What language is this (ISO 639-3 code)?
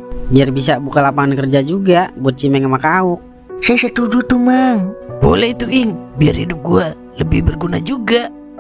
bew